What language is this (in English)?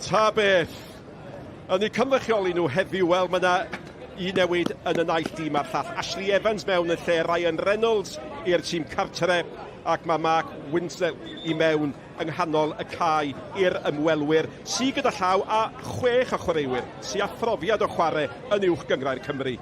Welsh